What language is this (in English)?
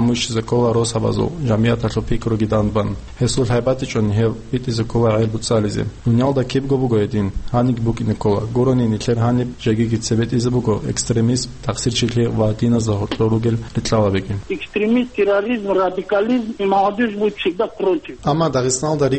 Avaric